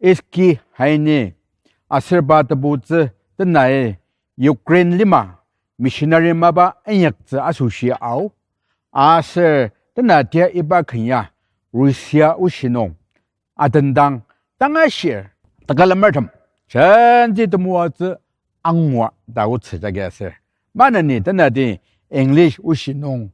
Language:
Ao Naga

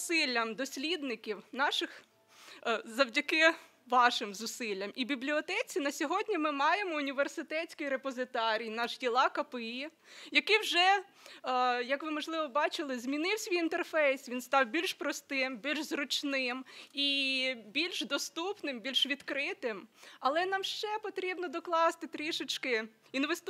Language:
Ukrainian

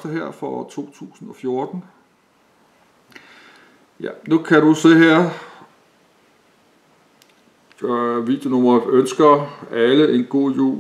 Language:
Danish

